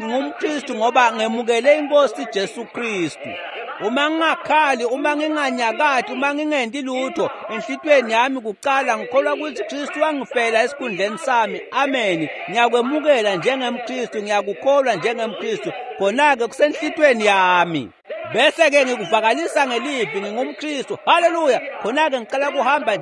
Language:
Swati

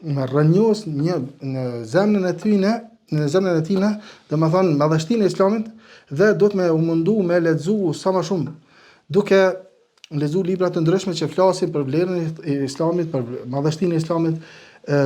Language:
Albanian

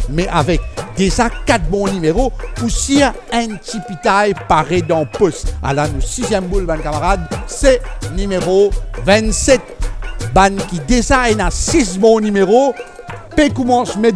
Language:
Morisyen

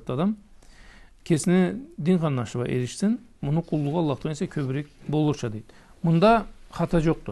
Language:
Karachay-Balkar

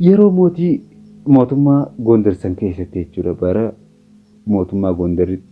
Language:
Oromo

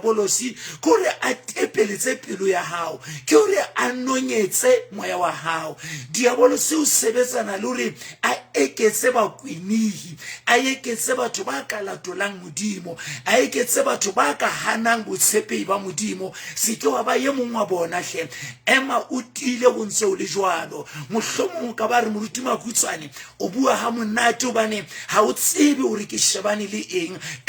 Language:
Southern Sotho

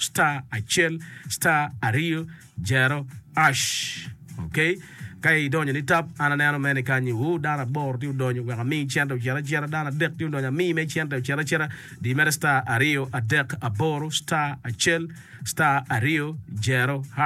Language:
Acoli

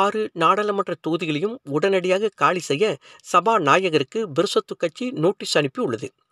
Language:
Tamil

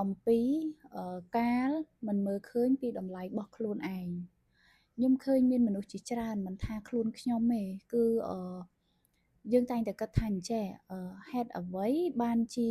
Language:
Khmer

